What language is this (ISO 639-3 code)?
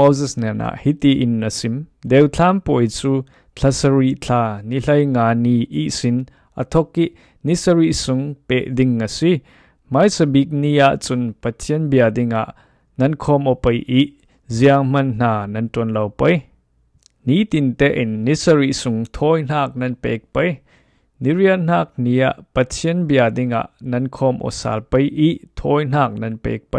cfm